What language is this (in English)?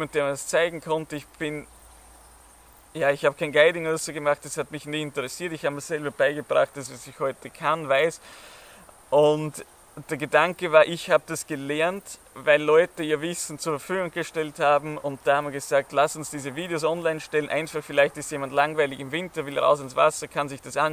German